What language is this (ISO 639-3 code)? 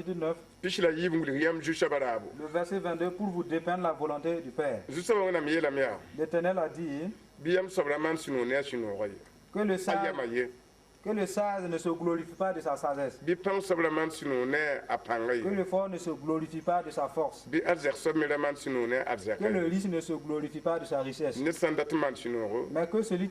mos